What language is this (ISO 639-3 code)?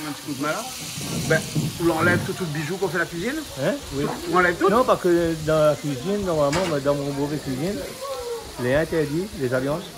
rcf